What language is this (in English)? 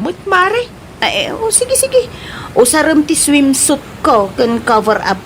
Iloko